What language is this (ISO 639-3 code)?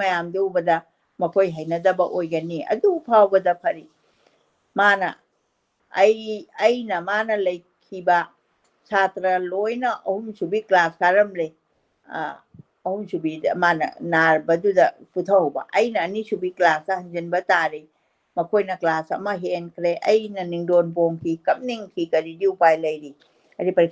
mni